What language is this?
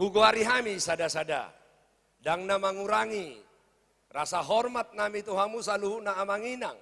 Batak Toba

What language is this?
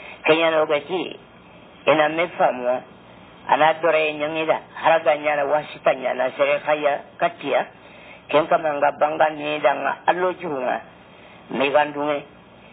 Fula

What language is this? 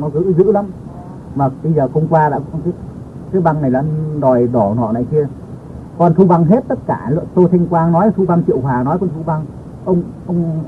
Vietnamese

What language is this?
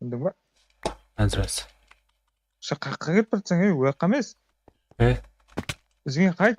Kara-Kalpak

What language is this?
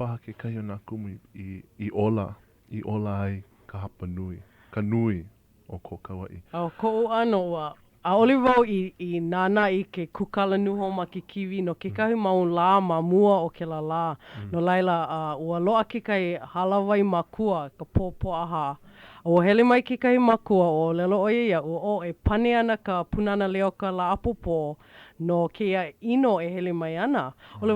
Hawaiian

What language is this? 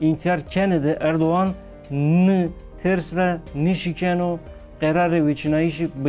Zaza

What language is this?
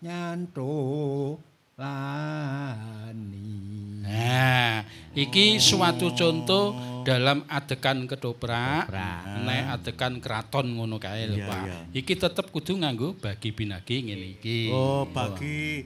Javanese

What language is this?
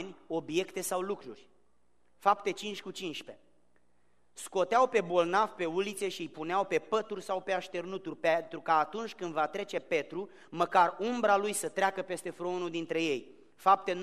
Romanian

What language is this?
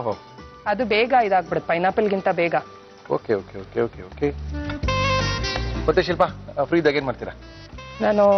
Kannada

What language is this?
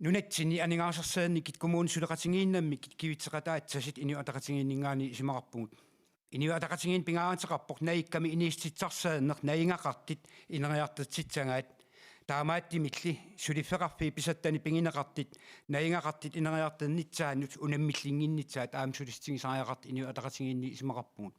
Kalaallisut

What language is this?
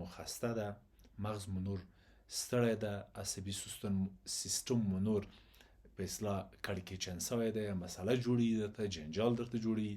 Pashto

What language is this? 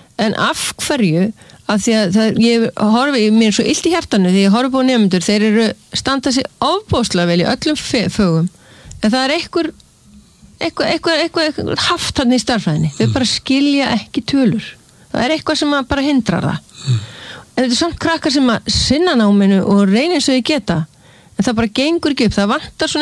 Icelandic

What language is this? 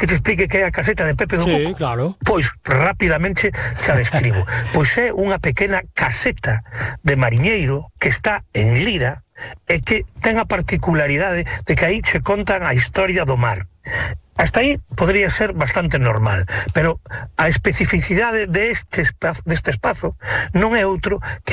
Galician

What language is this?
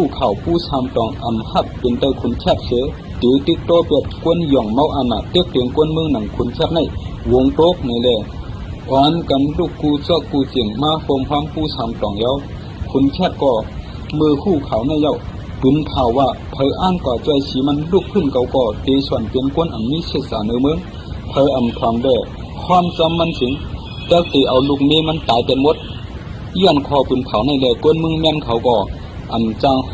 Shan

